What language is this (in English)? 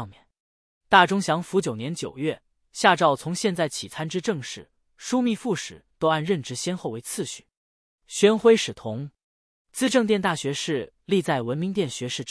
Chinese